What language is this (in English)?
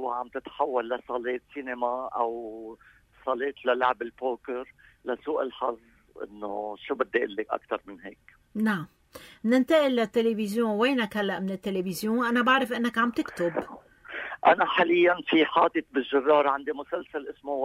North Levantine Arabic